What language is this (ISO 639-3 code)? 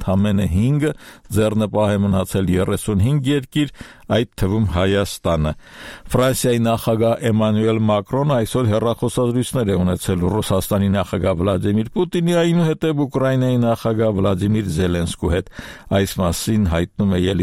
hye